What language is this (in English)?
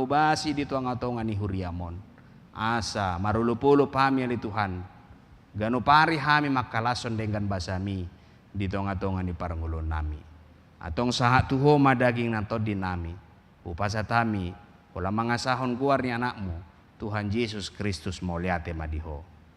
Batak Toba